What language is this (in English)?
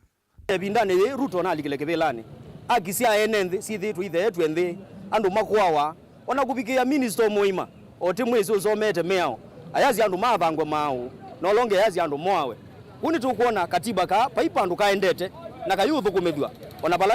Kamba